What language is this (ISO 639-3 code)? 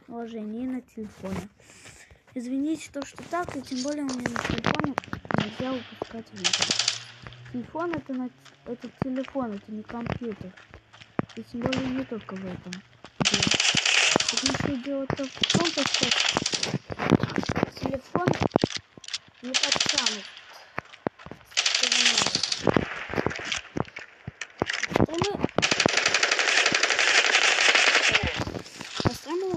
rus